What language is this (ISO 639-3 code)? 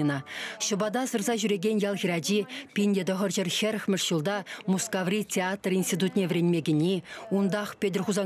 chv